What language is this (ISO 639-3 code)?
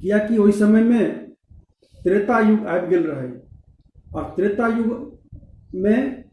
mai